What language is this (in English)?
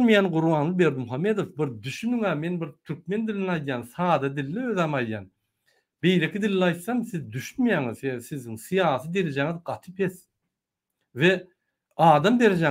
Turkmen